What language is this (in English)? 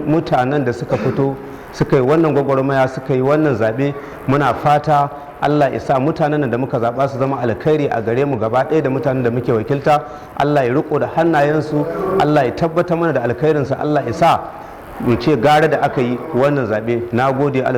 Hausa